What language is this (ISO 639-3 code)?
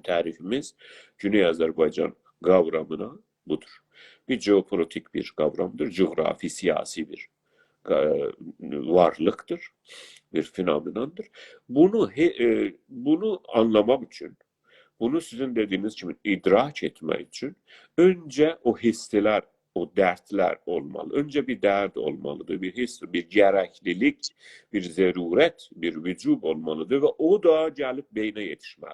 azb